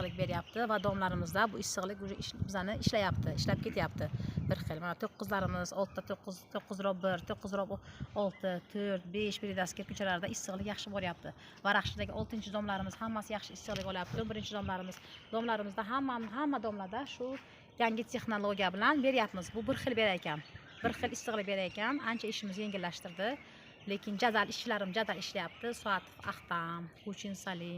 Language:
Uzbek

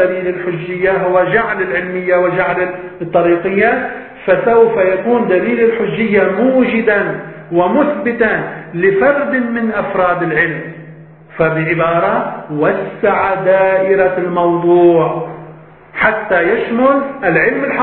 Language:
Arabic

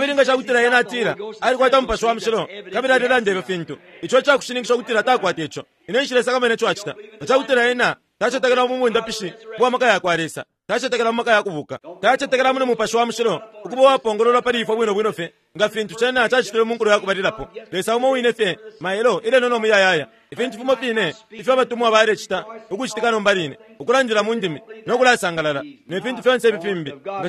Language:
Bemba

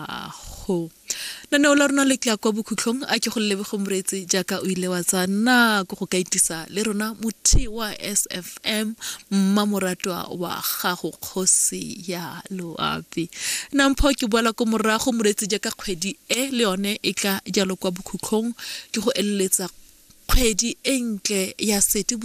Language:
Tswana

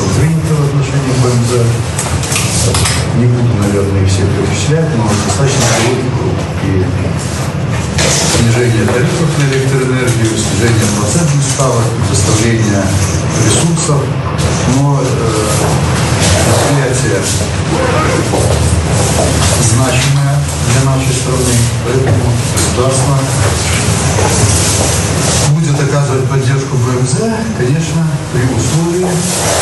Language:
Russian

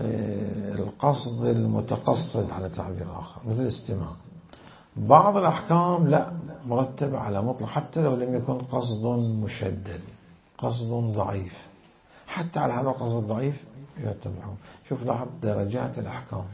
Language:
Mesopotamian Arabic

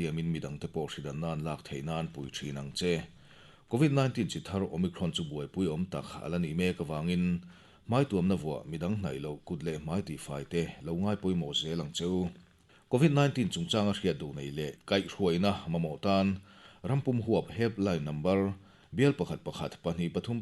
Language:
Mizo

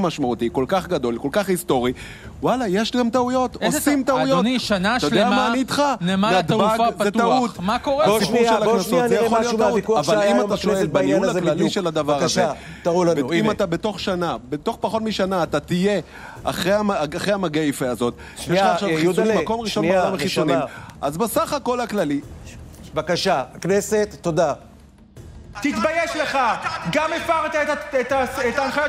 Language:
Hebrew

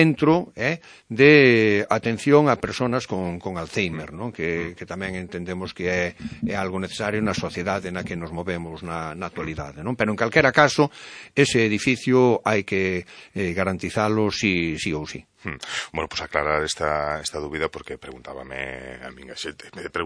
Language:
Galician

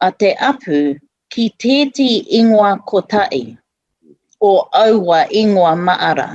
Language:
Māori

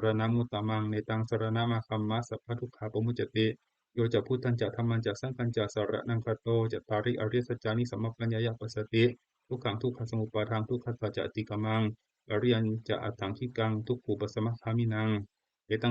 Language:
Pali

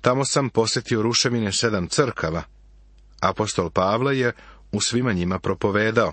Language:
Serbian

